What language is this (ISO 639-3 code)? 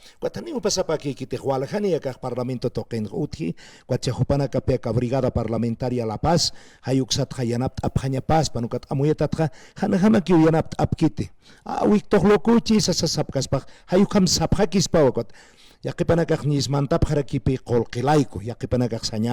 aym